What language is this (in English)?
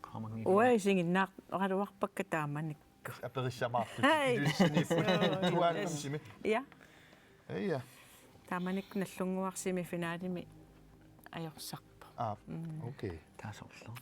Kalaallisut